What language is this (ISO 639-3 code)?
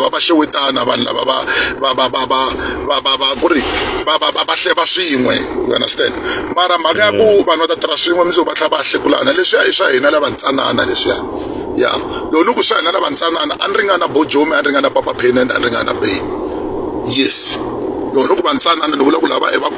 tso